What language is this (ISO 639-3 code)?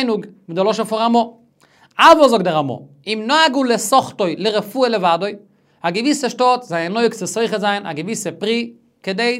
yid